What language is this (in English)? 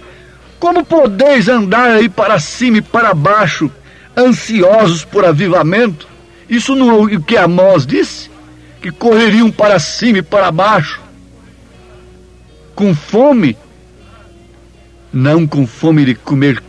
Portuguese